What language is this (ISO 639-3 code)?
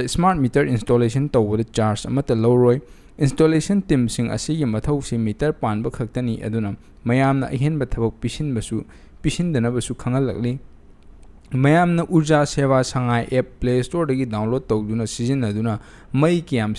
mni